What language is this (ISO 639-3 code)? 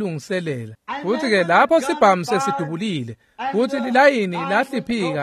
ssw